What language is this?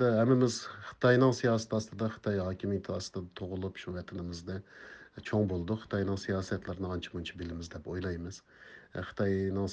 Uyghur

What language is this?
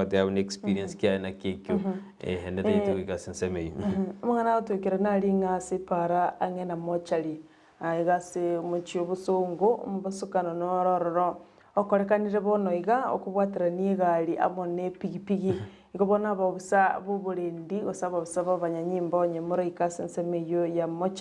Gusii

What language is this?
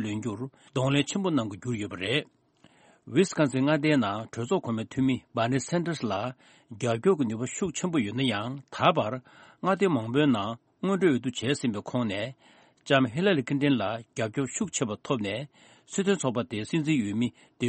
Tibetan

